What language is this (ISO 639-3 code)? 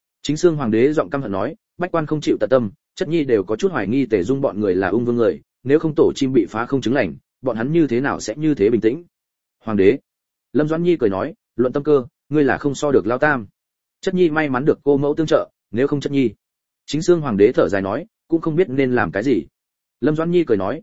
vie